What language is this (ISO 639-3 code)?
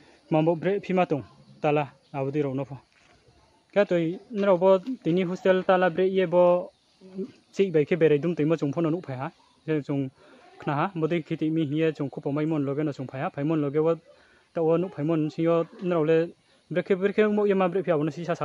ria